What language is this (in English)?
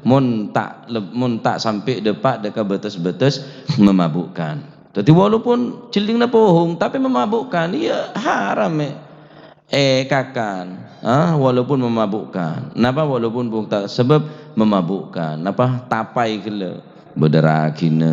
Madurese